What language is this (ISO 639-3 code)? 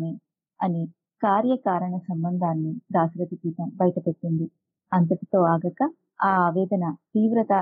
tel